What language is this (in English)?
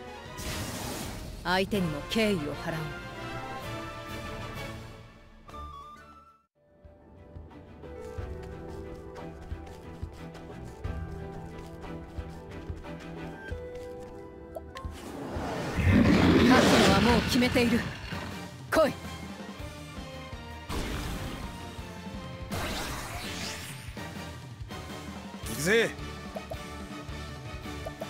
Japanese